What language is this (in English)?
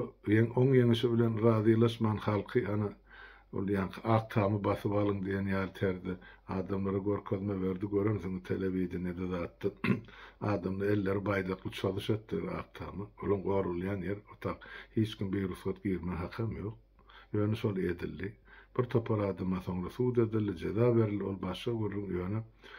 Turkmen